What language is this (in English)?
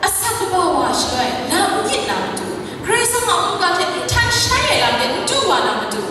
Kachin